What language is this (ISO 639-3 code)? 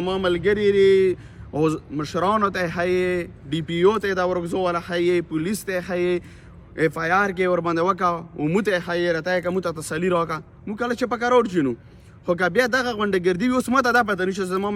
pus